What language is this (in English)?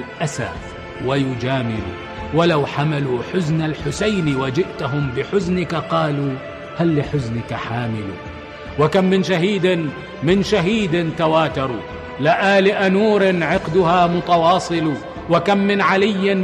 Arabic